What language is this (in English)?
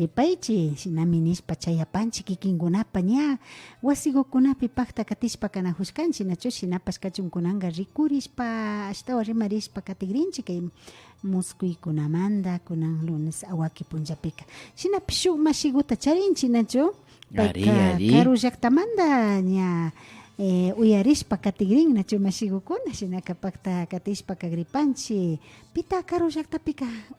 Imbabura Highland Quichua